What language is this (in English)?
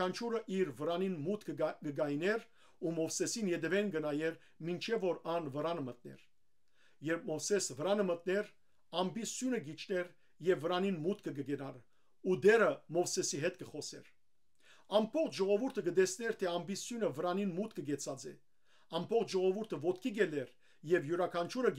Western Armenian